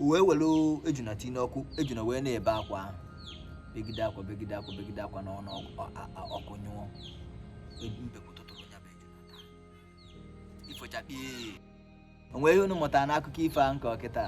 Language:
Igbo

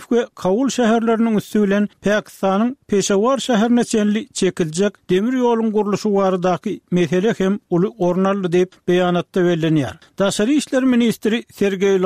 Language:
Turkmen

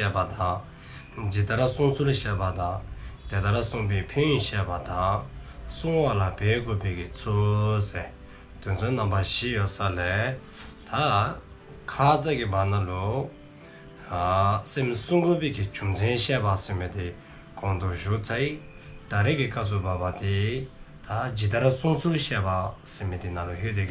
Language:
Dzongkha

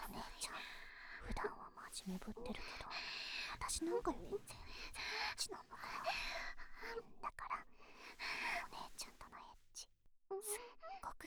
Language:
Japanese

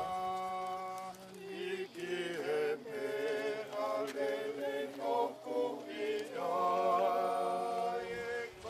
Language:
Tongan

